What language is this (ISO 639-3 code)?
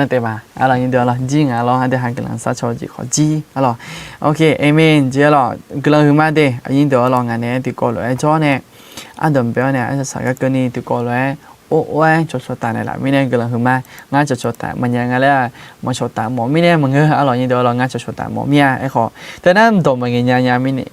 ahk